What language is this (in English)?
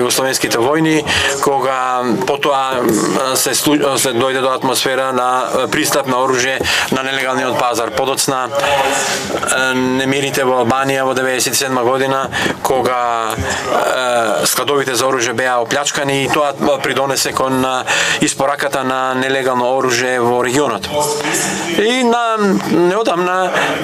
Macedonian